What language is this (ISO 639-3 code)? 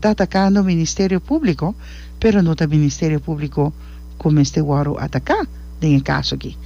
pap